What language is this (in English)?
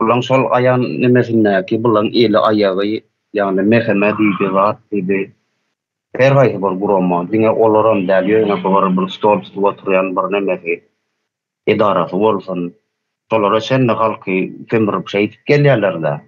Turkmen